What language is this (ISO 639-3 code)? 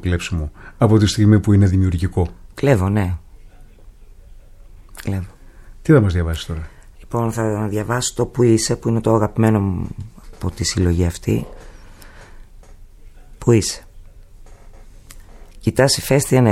ell